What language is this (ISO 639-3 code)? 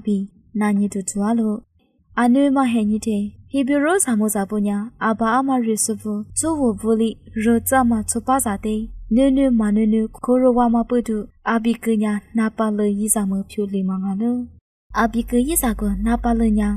lis